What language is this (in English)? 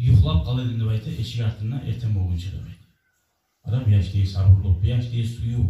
Kumyk